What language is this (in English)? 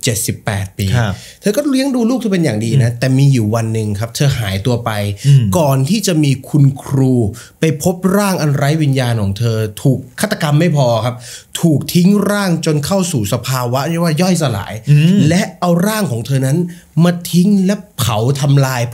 Thai